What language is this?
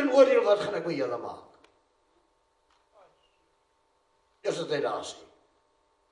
Afrikaans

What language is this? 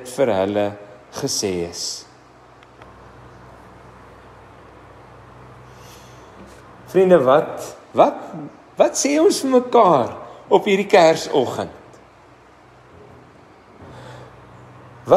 Afrikaans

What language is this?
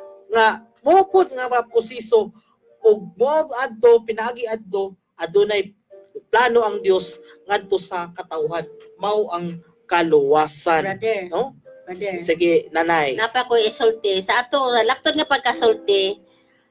Cebuano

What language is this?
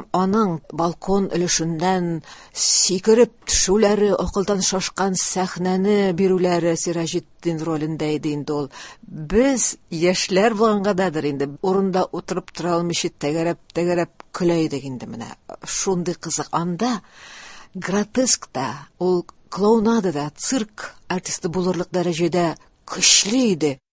Tatar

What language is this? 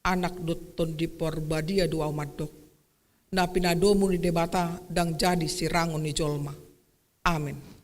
Batak Toba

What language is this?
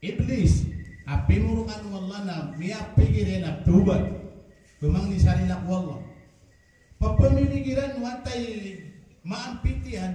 Maranao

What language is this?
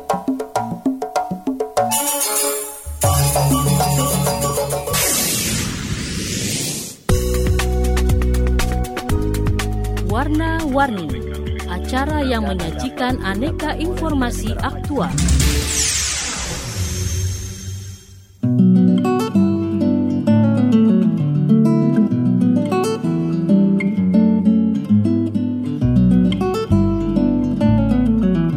Indonesian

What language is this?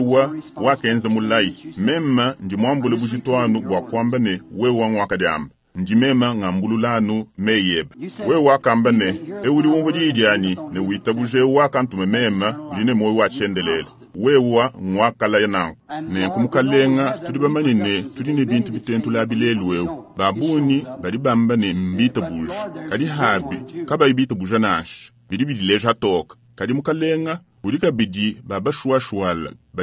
Luba-Lulua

